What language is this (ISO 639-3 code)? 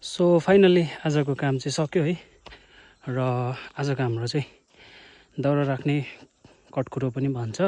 nep